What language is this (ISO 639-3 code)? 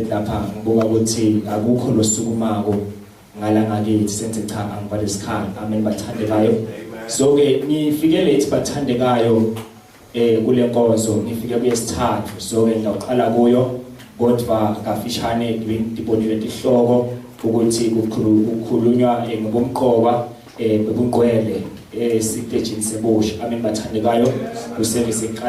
zul